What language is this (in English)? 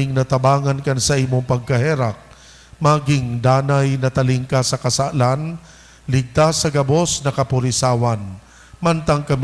Bikol